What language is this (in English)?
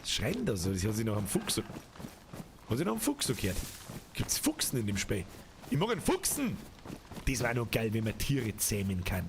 Bavarian